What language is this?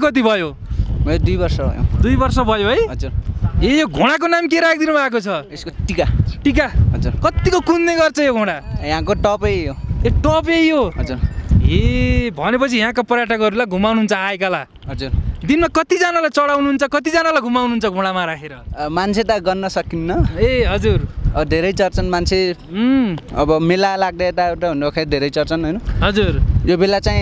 Nepali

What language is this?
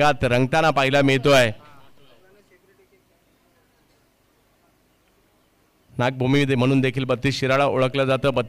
Marathi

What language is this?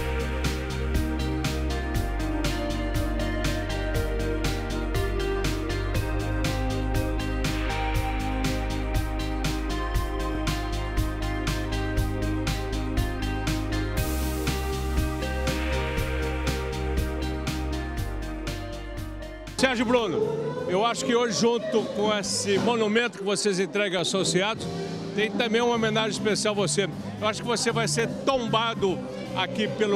Portuguese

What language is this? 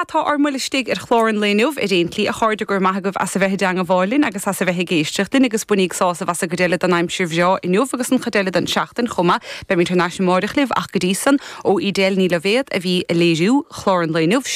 Irish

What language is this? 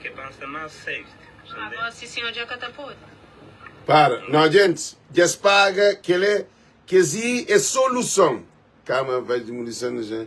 Kabuverdianu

